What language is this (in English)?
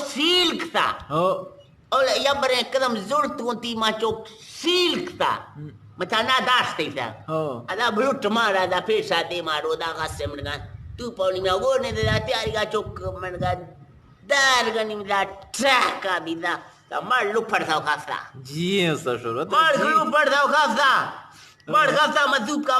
Eastern Balochi